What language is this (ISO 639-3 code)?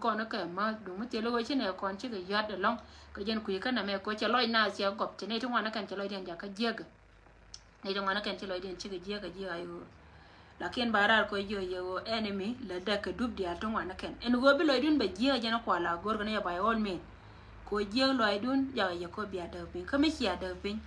nus